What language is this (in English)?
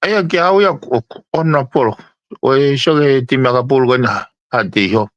Tongan